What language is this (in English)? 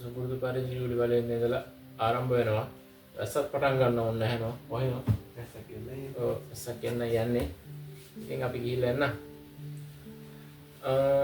Sinhala